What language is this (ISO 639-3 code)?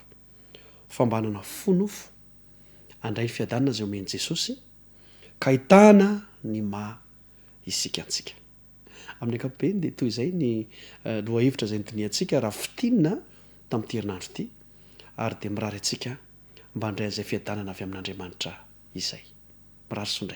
mlg